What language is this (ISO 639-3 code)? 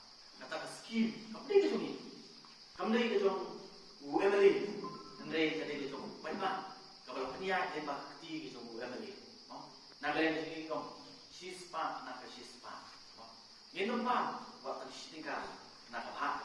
kha